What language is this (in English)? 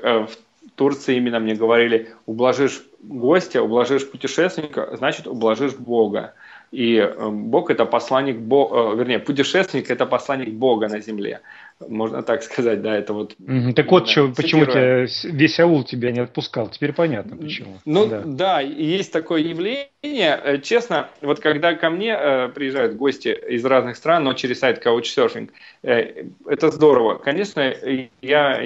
Russian